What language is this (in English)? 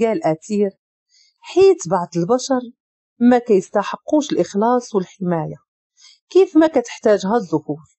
Moroccan Arabic